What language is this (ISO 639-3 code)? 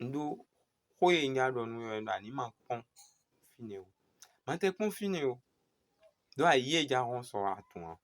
fon